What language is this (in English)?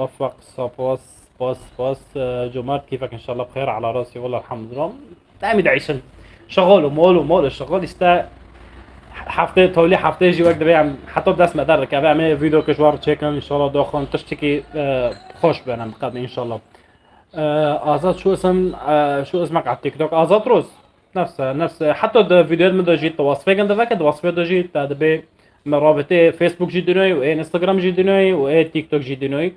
North Levantine Arabic